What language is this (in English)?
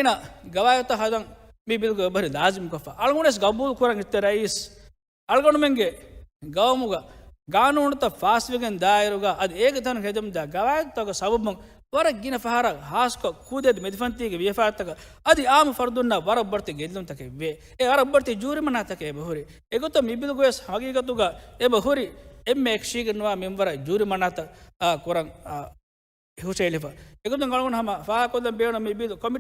Divehi